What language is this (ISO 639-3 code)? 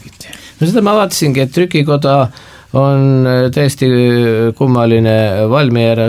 est